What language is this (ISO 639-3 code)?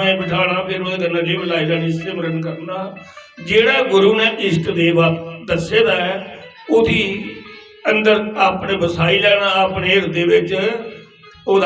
doi